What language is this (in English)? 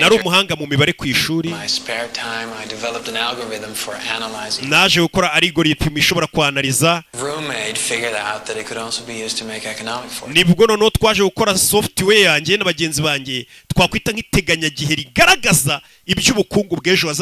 Kinyarwanda